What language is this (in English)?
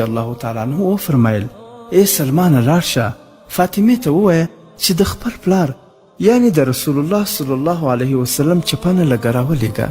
Pashto